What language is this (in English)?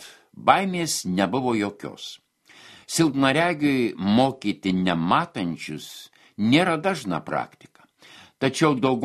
Lithuanian